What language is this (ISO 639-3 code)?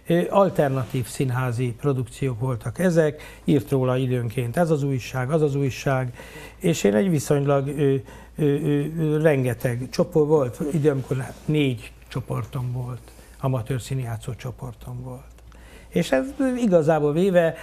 hun